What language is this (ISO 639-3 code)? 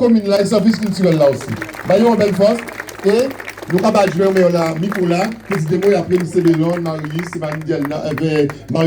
gcf